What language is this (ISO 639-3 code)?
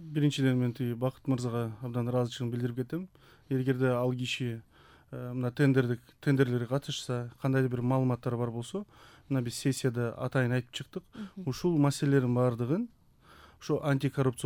kir